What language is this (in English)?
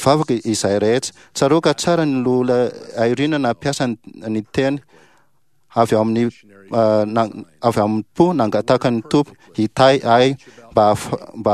Malagasy